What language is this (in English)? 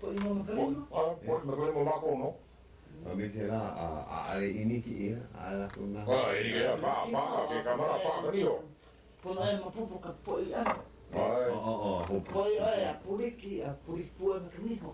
Hawaiian